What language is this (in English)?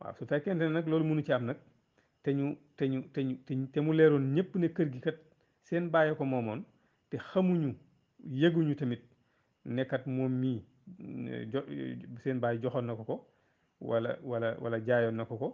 Wolof